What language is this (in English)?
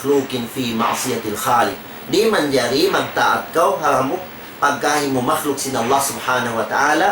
Tausug